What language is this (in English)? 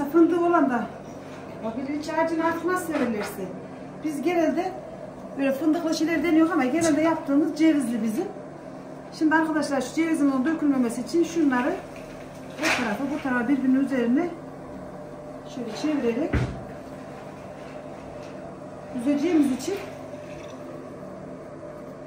Turkish